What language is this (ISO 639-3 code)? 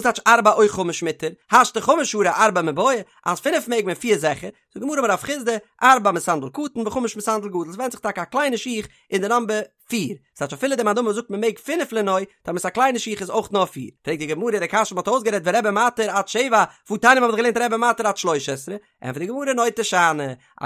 yid